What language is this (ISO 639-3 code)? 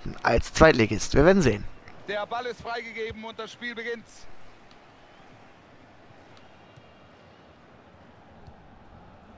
deu